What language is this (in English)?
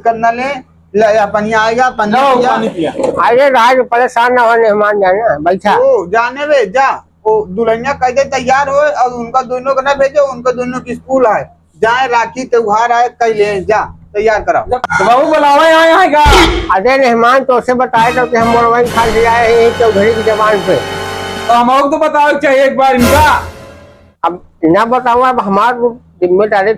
Awadhi